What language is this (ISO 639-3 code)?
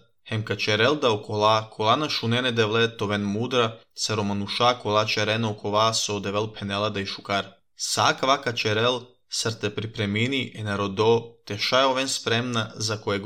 srp